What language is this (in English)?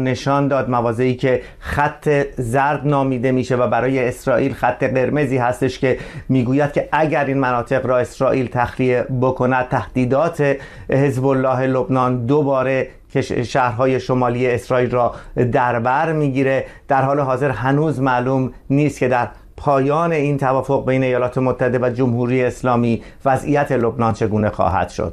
Persian